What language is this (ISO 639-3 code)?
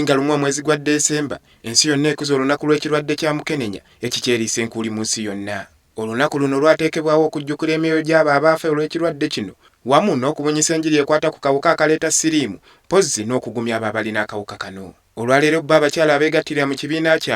lug